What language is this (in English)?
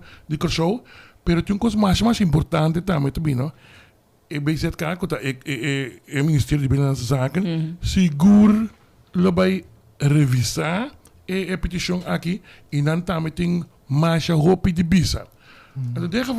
Papiamento